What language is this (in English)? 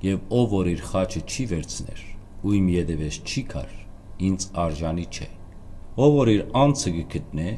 Western Armenian